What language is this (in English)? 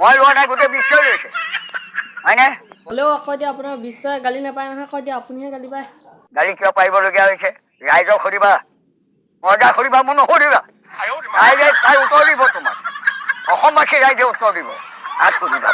Assamese